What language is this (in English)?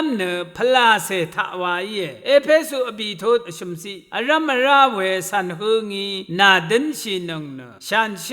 Rawang